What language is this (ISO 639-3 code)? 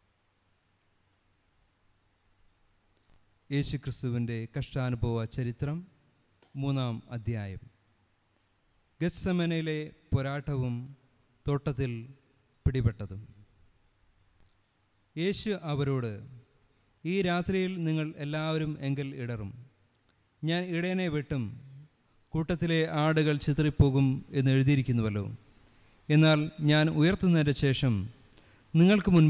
mal